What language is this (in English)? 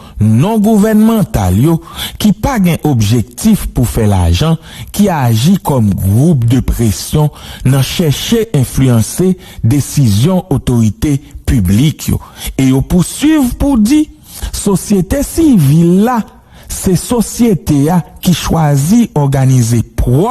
Haitian Creole